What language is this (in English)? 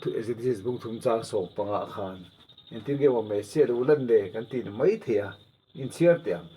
Mizo